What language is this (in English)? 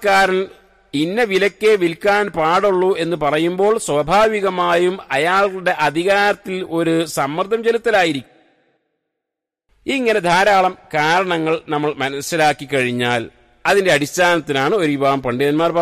Malayalam